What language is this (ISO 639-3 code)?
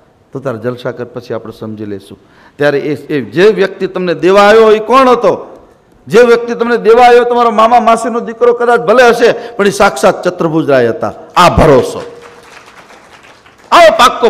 guj